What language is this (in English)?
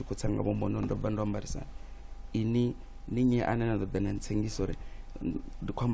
Venda